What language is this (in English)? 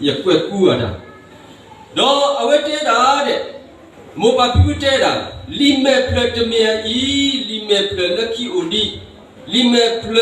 S'gaw Karen